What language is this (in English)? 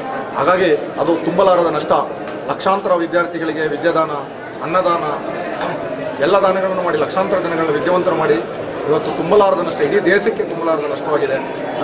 Kannada